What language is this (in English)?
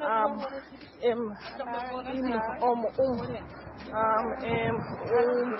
Fula